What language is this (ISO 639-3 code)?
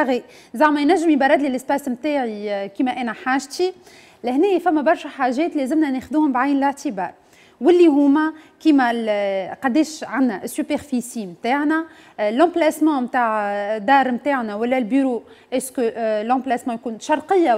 aeb